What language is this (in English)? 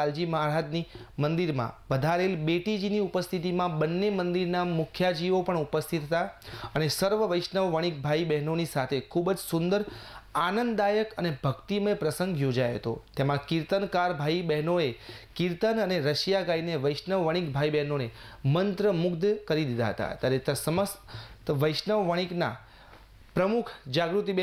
Gujarati